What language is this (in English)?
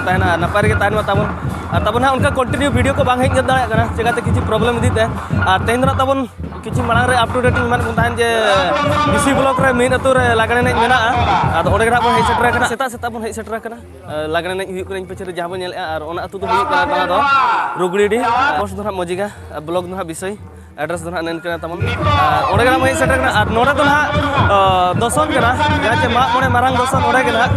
Santali